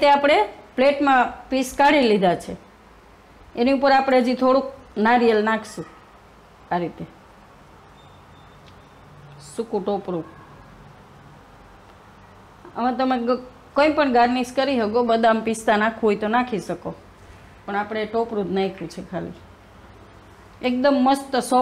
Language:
Gujarati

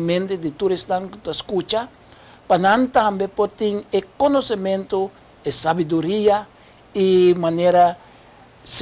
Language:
Papiamento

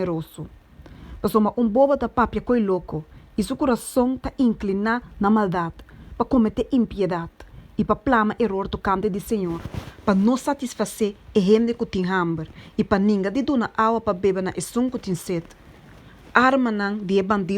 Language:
Papiamento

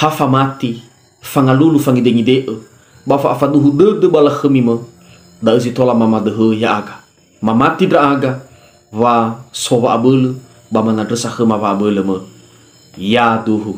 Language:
Nias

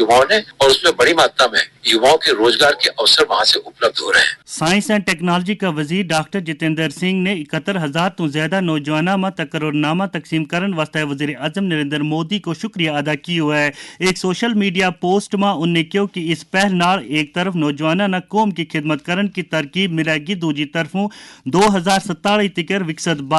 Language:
Gujari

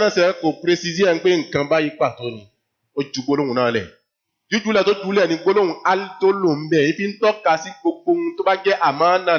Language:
Yoruba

